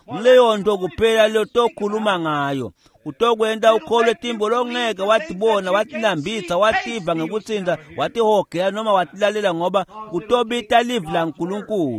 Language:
Swati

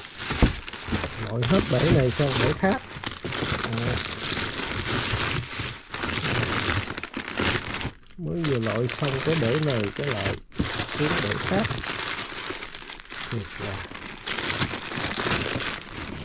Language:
Vietnamese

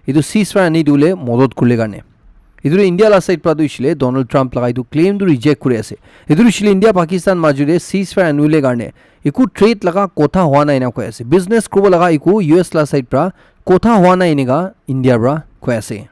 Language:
Naga Pidgin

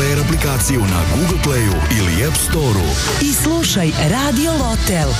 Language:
Serbian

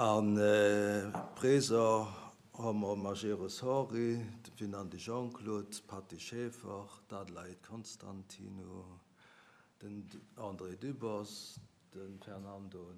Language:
Luxembourgish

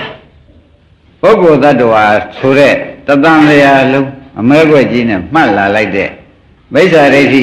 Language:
Burmese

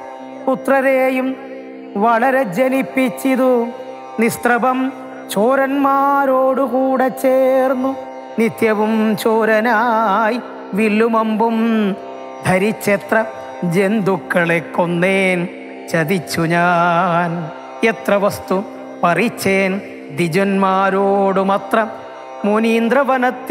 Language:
Malayalam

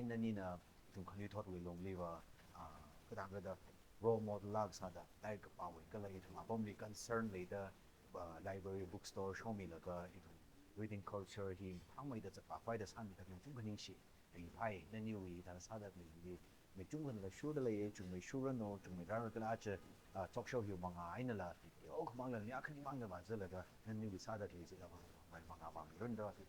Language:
Tangkhul Naga (India)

